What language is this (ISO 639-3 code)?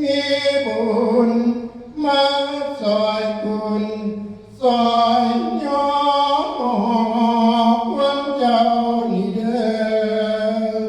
tts